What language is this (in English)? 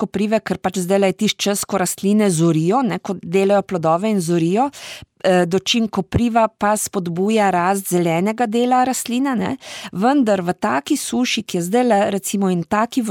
Slovenian